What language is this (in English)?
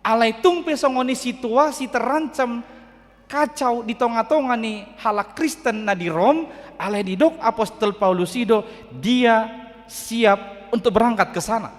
Batak Toba